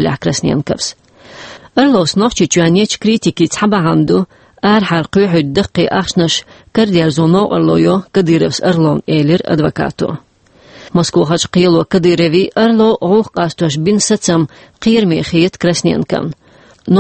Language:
Chechen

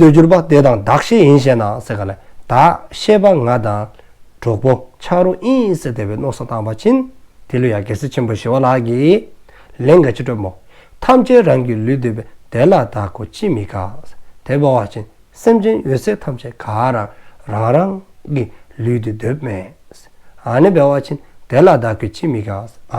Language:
Dzongkha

